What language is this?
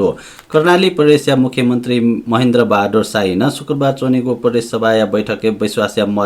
Newari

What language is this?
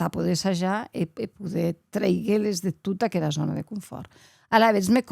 Occitan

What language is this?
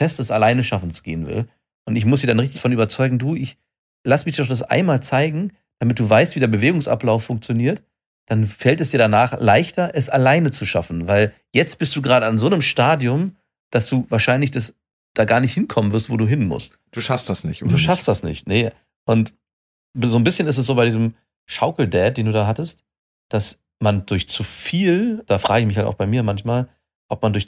German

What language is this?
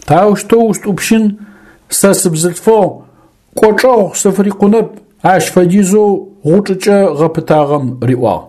Adyghe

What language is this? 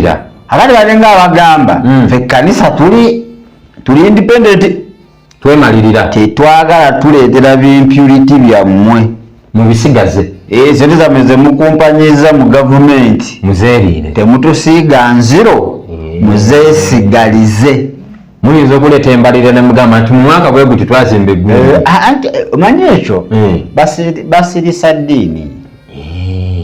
Ganda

